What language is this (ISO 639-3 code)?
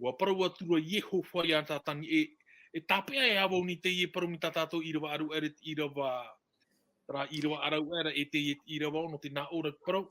tah